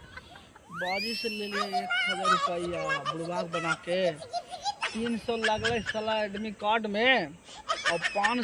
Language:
Magahi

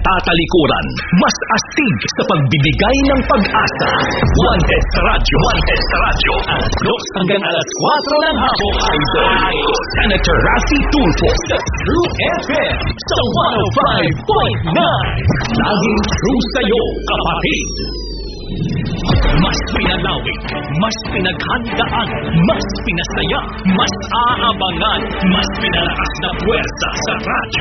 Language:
Filipino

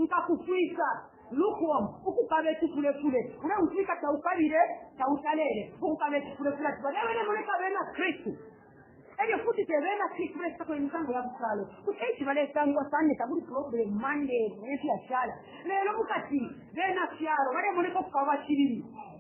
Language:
Bemba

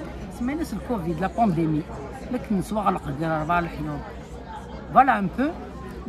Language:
Kabyle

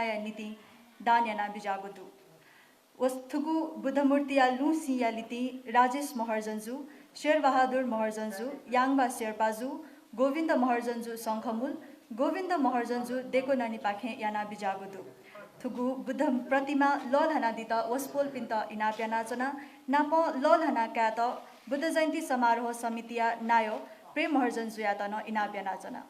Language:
Newari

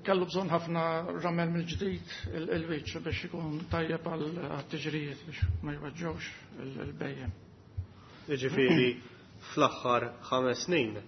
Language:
Maltese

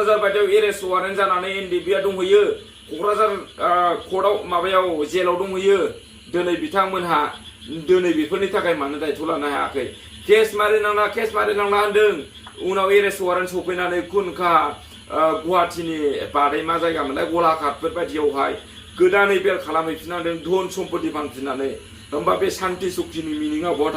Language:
Bodo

